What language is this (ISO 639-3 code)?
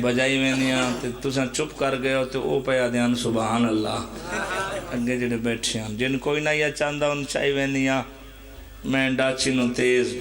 phr